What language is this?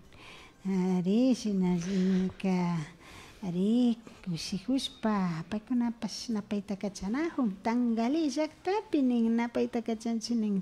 Imbabura Highland Quichua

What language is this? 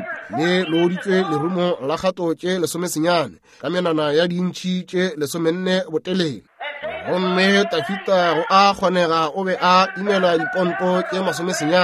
Northern Sotho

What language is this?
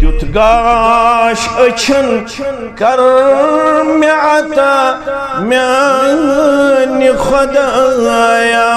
Kashmiri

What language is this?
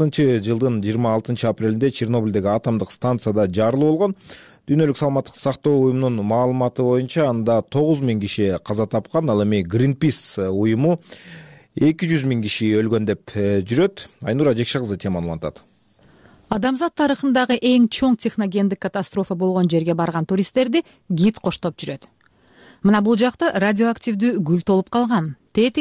Kyrgyz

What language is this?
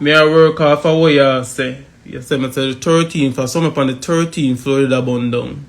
Jamaican Creole English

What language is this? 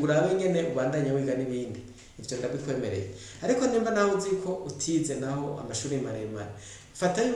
Rundi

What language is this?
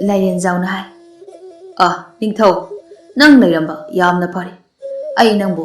Manipuri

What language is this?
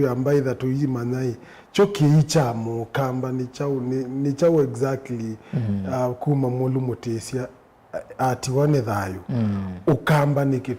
Kamba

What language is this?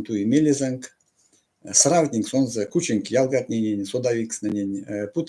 Erzya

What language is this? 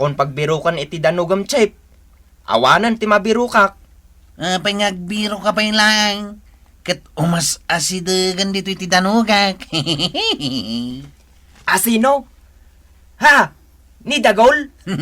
Iloko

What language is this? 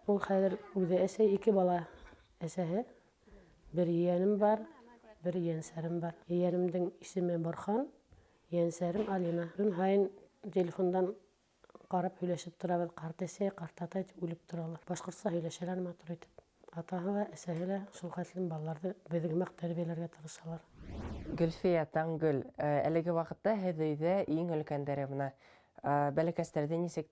Bashkir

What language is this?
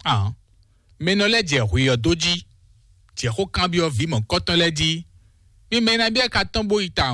Fon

